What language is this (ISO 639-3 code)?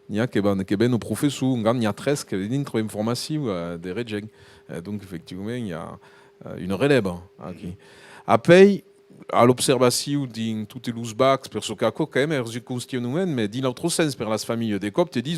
oci